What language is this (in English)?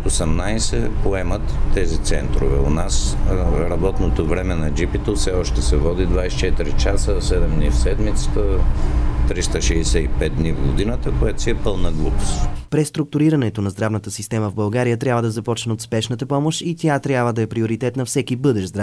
Bulgarian